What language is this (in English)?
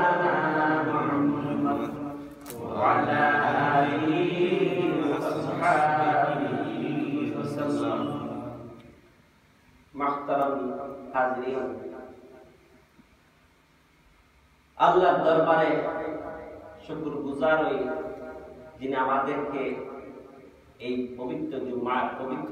Bangla